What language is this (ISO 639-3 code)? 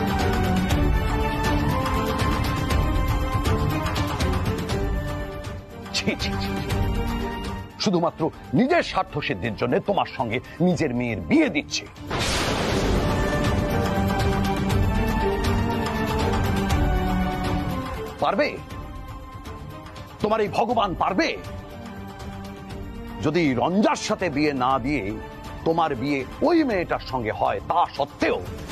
ben